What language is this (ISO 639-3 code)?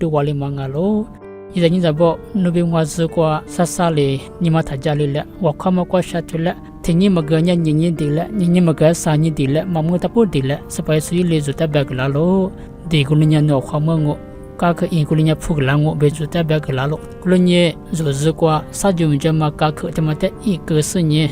lis